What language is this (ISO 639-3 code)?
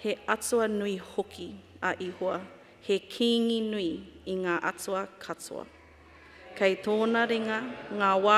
mri